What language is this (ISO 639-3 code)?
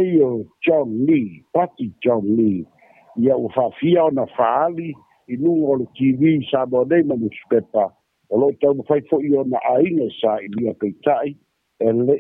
smo